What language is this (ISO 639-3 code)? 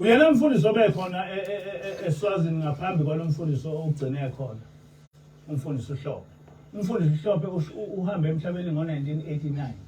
zul